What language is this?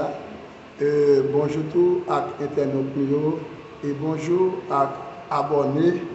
Haitian Creole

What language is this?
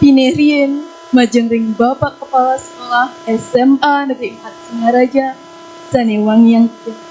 Balinese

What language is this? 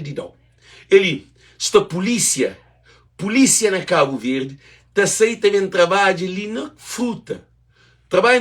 Kabuverdianu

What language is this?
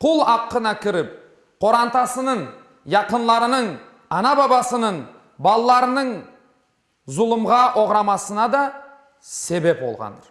Crimean Tatar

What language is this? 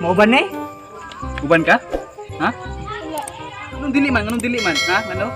Cebuano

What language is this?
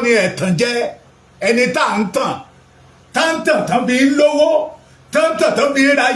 Yoruba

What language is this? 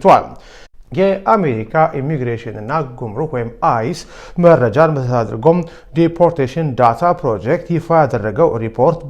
Amharic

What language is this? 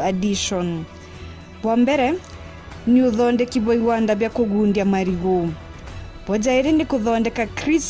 Meru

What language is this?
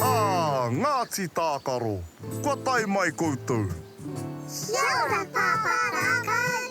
Māori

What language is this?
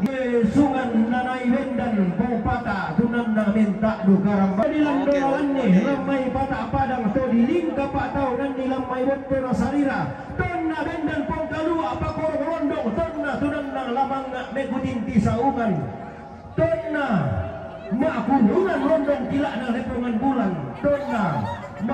Toraja-Sa'dan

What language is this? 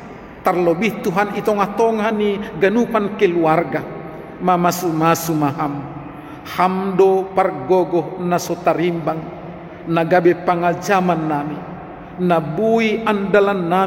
Batak Simalungun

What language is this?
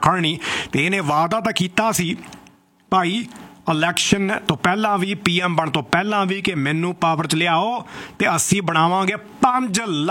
Punjabi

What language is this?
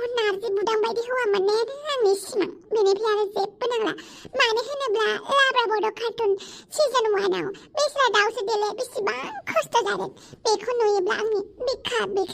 Bodo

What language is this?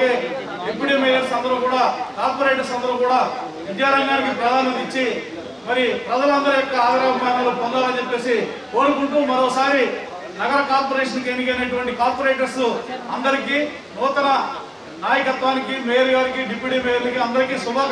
Telugu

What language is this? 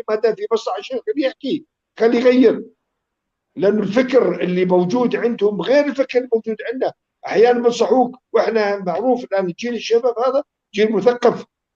North Levantine Arabic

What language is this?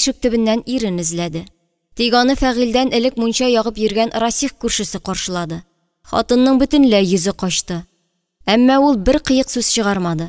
Tatar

